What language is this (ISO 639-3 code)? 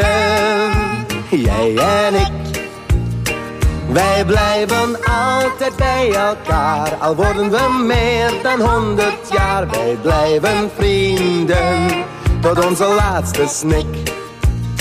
nld